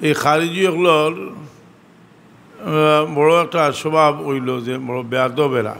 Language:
Sylheti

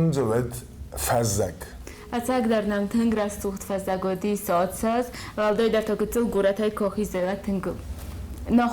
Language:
Ossetic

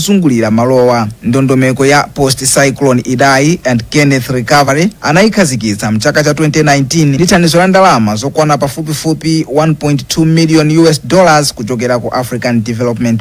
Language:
Nyanja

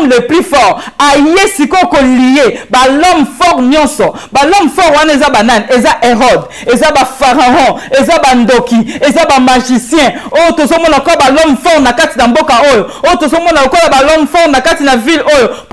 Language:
Lingala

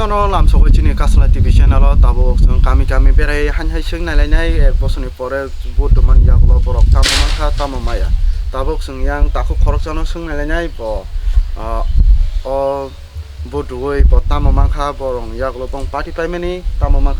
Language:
Kok Borok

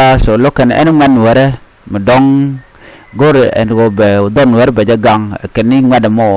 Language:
Nuer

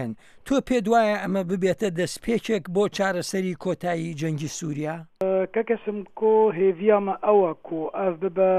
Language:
Central Kurdish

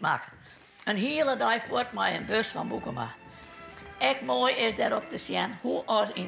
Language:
Western Frisian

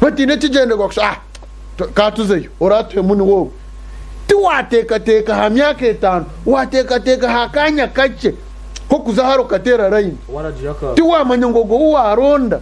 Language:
Nyankole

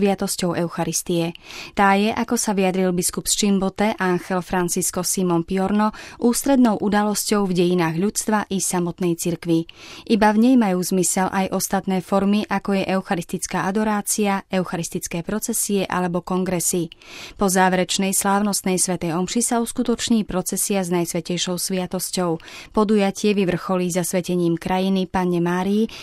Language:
Slovak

